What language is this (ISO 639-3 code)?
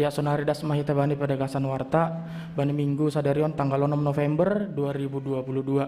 bts